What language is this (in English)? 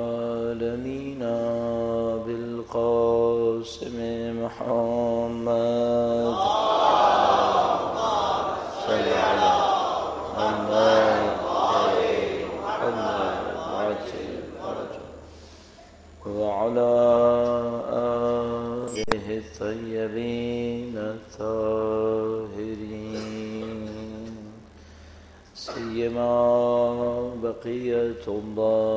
Urdu